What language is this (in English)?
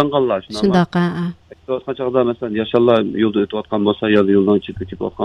Uyghur